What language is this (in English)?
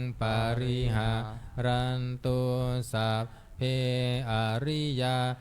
Pali